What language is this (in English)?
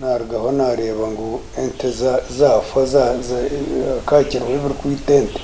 Nyankole